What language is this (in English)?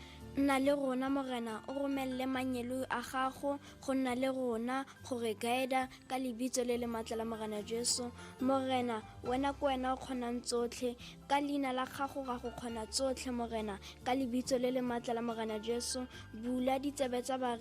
Tswana